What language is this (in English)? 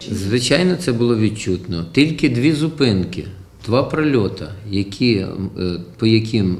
Ukrainian